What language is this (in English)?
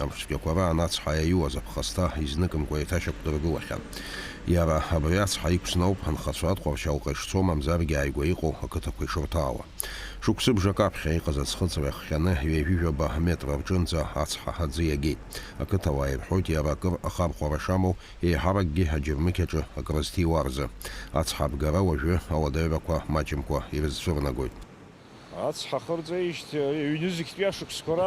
Abkhazian